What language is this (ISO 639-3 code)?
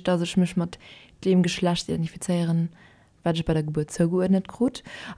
ltz